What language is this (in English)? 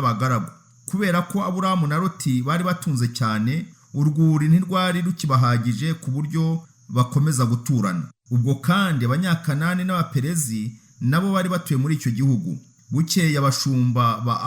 Kinyarwanda